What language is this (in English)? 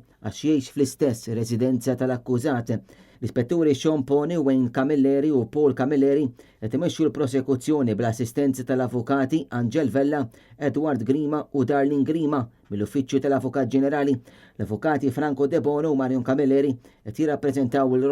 Maltese